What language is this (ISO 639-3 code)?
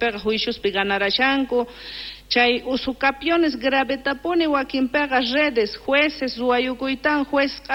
que